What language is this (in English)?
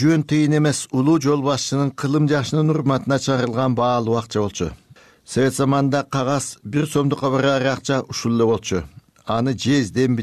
Kyrgyz